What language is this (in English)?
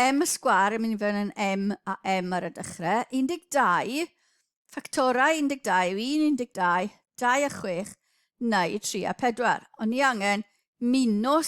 Welsh